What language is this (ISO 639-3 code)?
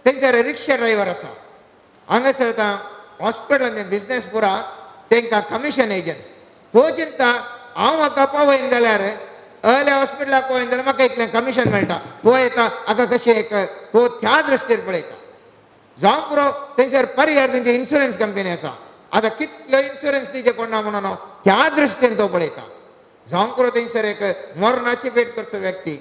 kok